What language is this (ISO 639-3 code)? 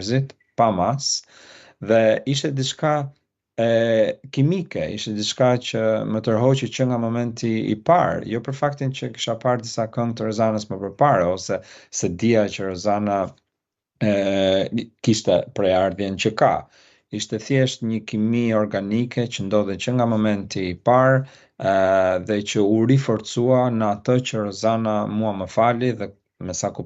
sqi